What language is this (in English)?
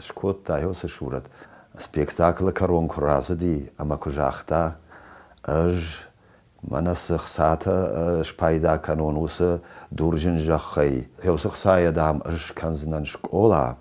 Ossetic